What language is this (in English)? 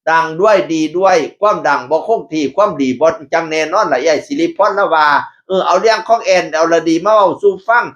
Northeastern Thai